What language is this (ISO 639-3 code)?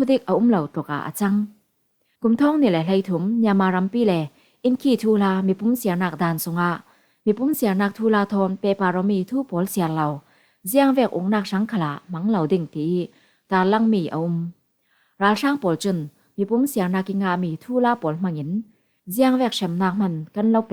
cfm